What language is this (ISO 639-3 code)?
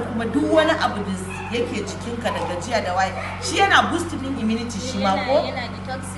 hau